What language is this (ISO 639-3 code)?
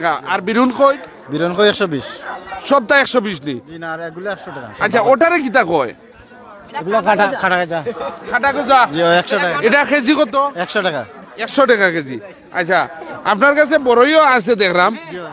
syl